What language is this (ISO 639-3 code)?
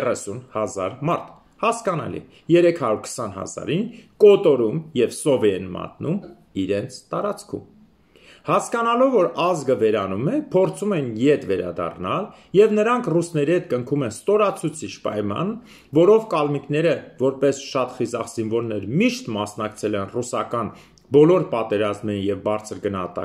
hye